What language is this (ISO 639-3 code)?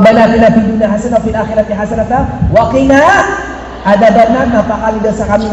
mrw